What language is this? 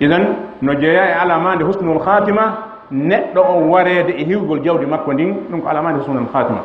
Fula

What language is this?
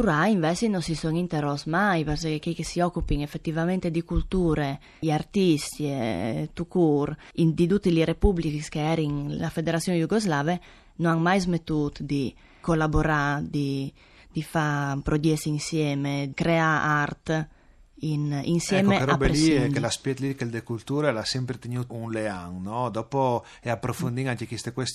Friulian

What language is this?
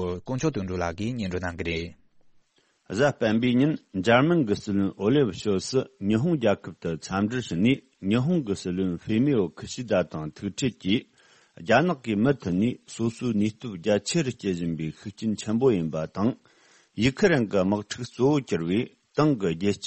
Tibetan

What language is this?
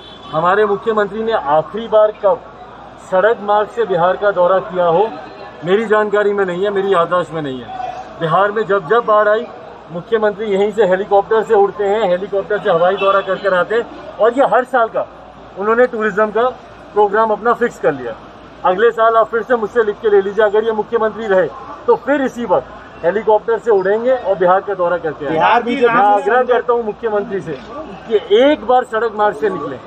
Hindi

